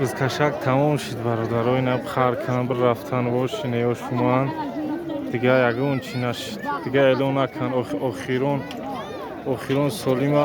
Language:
Tajik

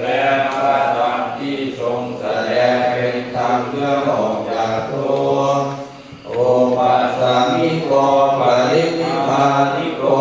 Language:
Pali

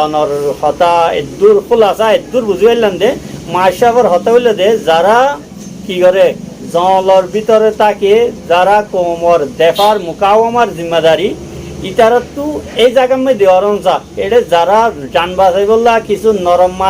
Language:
Rohingya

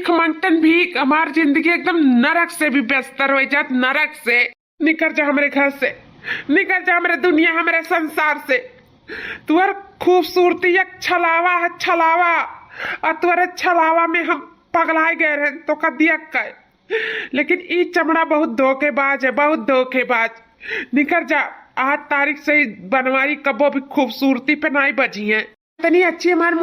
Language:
Awadhi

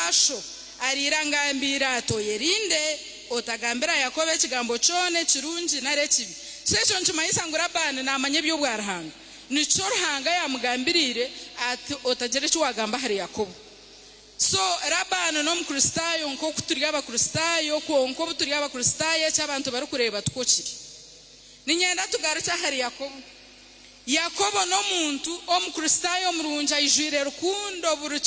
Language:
Nyankole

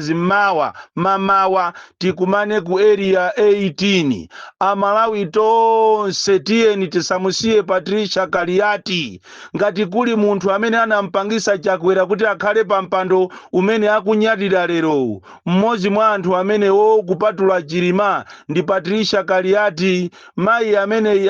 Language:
Nyanja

